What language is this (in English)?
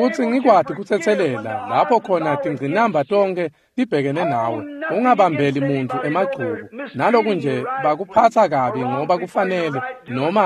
Swati